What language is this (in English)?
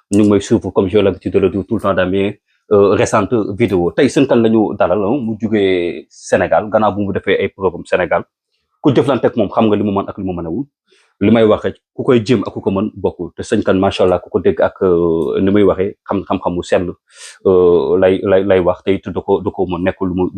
Wolof